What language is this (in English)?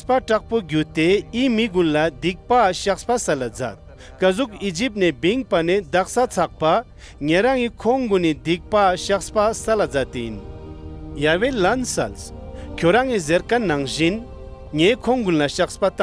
Ladakhi